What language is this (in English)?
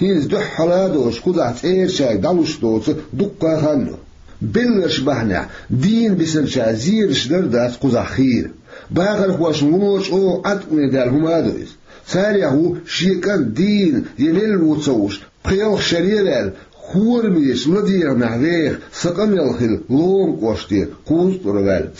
Chechen